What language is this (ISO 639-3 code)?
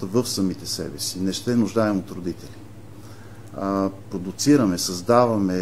bul